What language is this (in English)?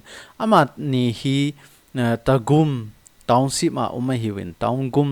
Thado Chin